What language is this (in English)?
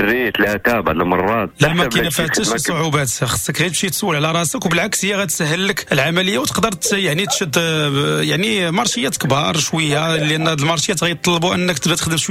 Moroccan Arabic